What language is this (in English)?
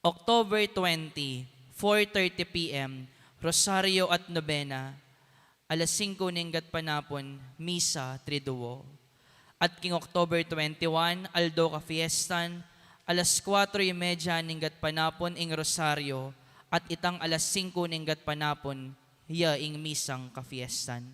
Pampanga